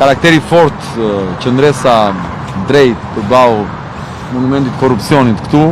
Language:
Albanian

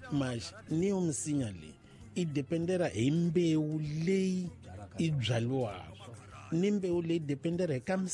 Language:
Tsonga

